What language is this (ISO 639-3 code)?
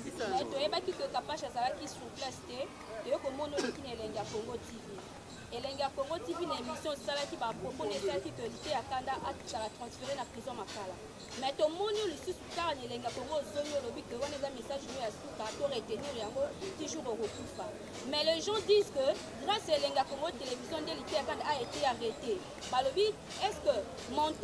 lin